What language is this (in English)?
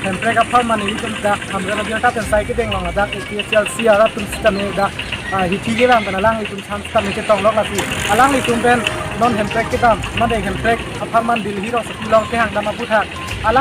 Karbi